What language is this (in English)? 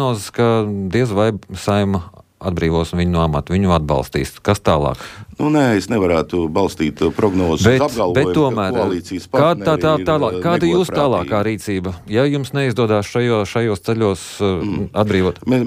Latvian